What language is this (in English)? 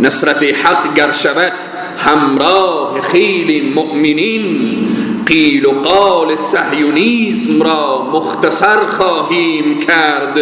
Persian